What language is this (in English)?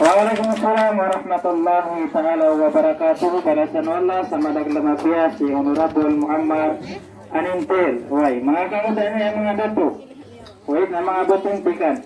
Maranao